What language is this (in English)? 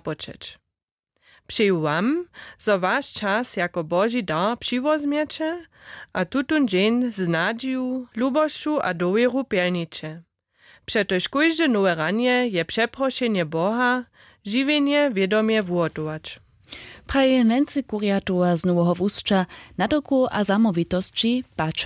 Upper Sorbian